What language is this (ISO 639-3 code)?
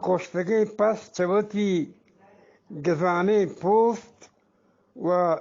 bgp